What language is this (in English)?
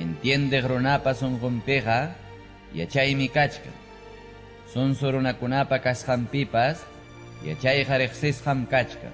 Ayacucho Quechua